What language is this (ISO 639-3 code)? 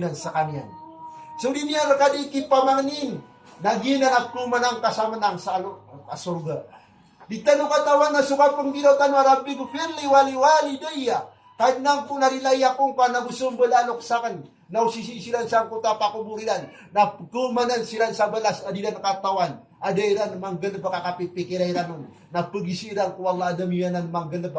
mrw